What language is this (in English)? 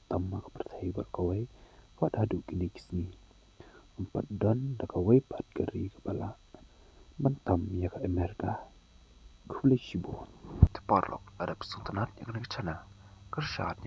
Khasi